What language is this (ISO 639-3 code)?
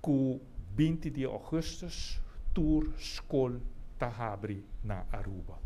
pap